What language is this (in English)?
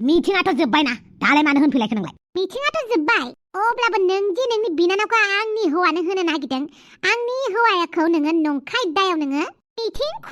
Bodo